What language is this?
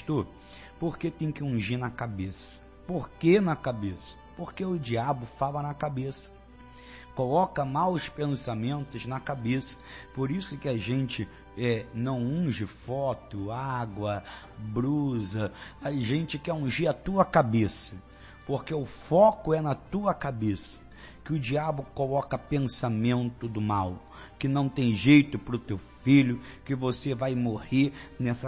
Portuguese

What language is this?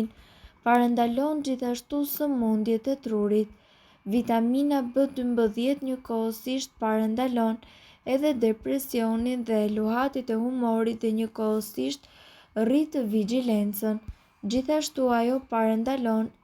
Albanian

